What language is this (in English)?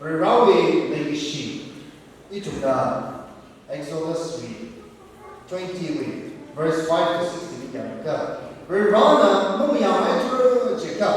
Tangkhul Naga (India)